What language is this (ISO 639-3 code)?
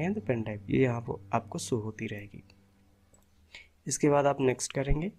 hin